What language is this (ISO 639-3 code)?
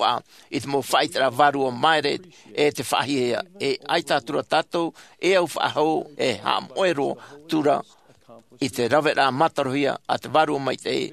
tah